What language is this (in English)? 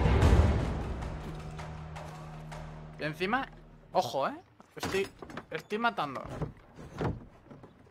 Spanish